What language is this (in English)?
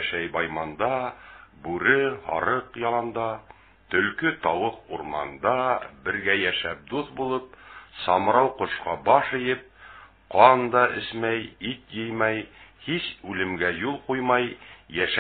Bashkir